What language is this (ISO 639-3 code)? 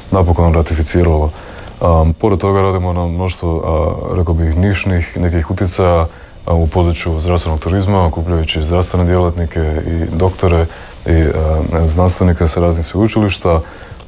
hrv